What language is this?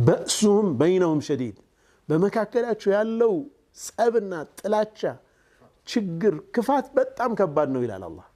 Amharic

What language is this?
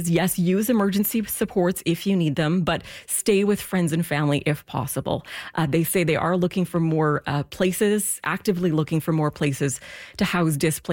English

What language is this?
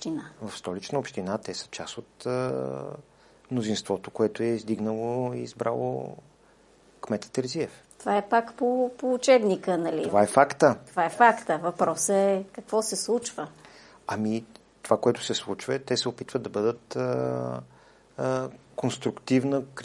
Bulgarian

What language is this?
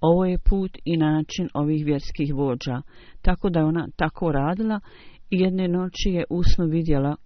Bosnian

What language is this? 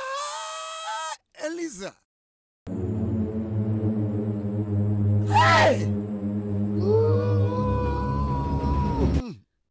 French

